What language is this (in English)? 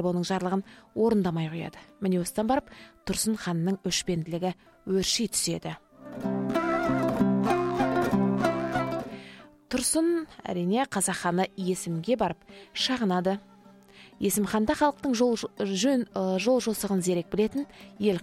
Kazakh